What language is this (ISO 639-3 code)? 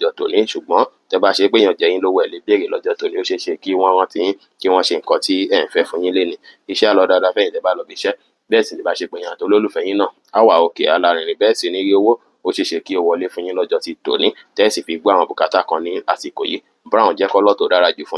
yor